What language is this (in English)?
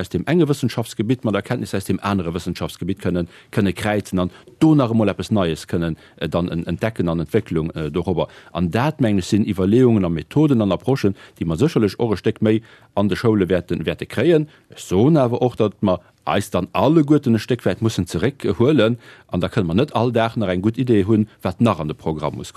Luxembourgish